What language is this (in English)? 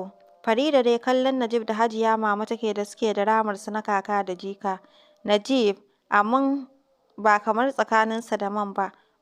Hausa